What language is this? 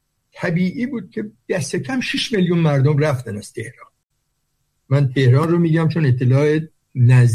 Persian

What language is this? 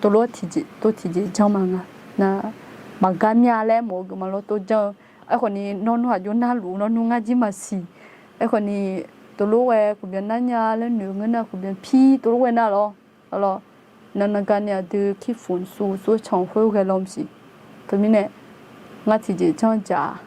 Akha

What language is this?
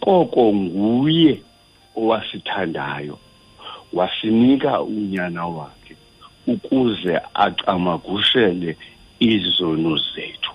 Xhosa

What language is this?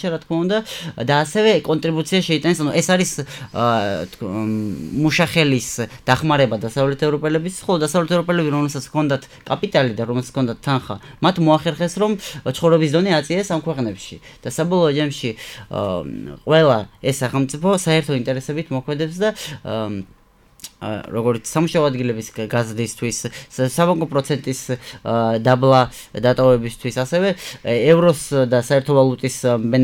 Georgian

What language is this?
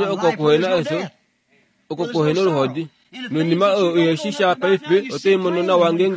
Kuanyama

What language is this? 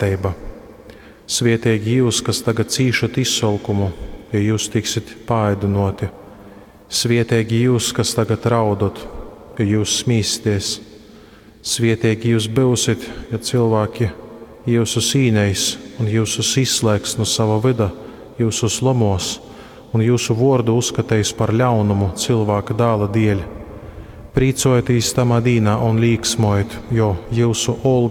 Latgalian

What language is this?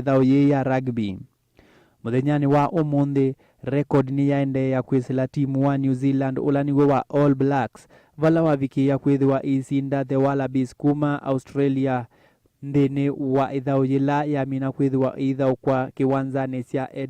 Kamba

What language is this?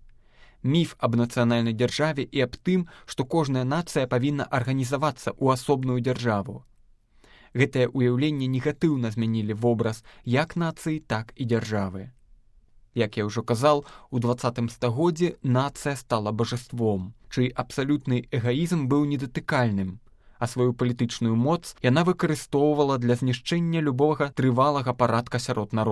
Belarusian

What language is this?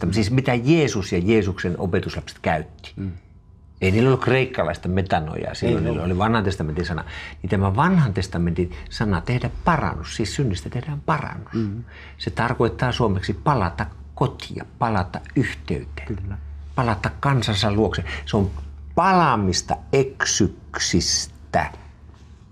Finnish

